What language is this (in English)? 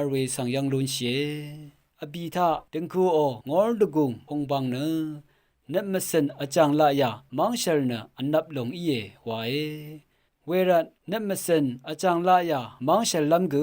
Rawang